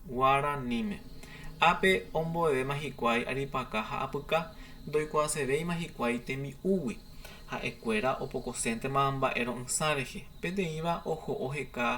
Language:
Guarani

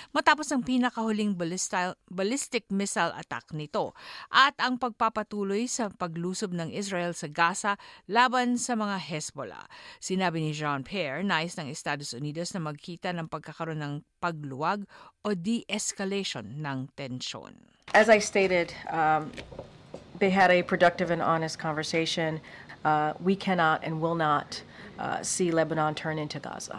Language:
Filipino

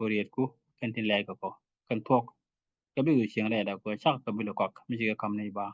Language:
Nuer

